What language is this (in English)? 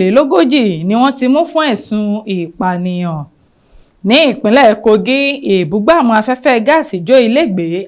Yoruba